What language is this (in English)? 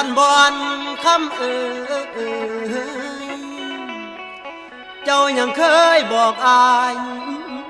Thai